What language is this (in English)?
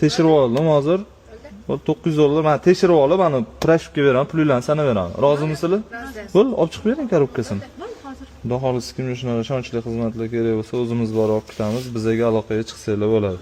Uzbek